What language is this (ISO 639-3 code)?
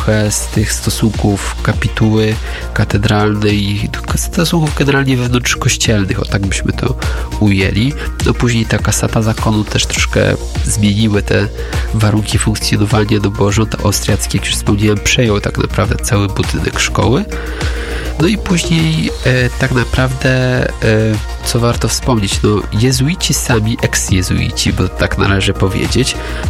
pol